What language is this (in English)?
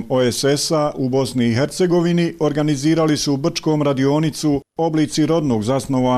Bosnian